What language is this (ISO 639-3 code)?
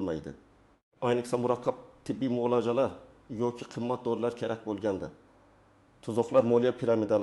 uzb